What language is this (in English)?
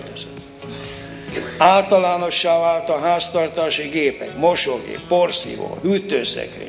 Hungarian